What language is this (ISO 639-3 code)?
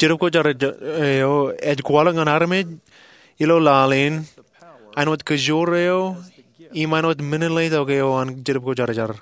mah